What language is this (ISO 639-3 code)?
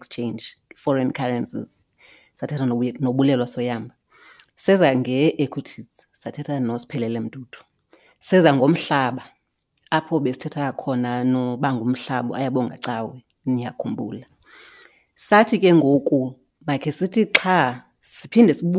xho